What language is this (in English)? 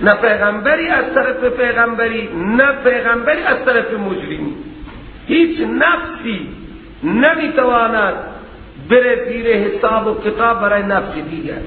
Persian